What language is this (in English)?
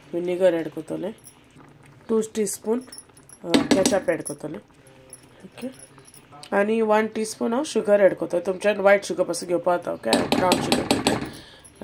Konkani